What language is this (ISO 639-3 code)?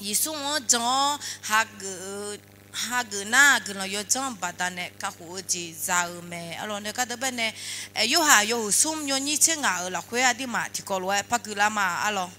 ahk